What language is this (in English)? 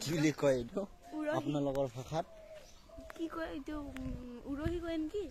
Assamese